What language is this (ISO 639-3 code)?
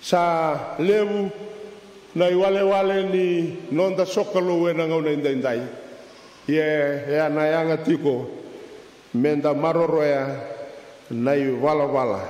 fij